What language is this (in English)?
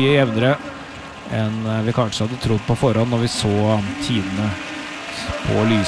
Norwegian